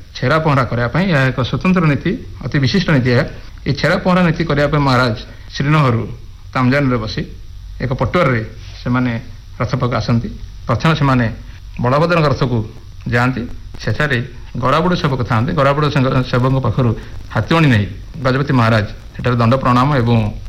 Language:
Odia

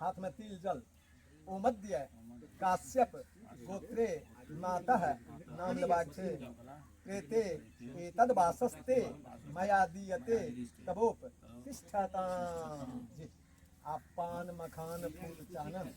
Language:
Maithili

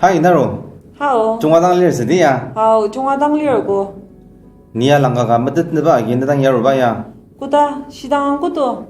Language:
Ao Naga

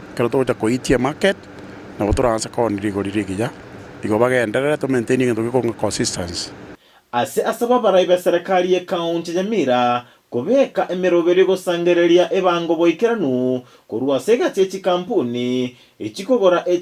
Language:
Gusii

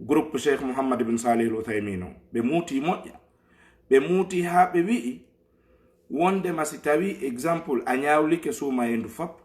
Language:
Fula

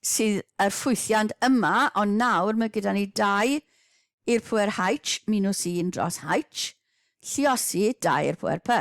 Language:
Welsh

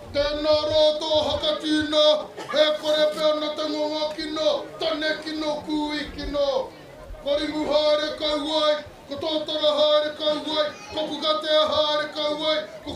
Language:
Māori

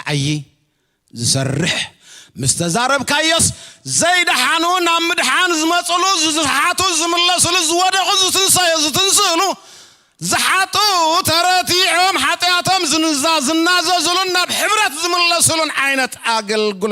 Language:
Tigrinya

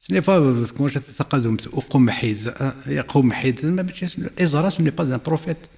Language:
Kabyle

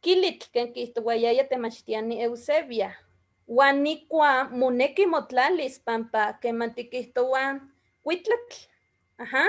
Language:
Eastern Huasteca Nahuatl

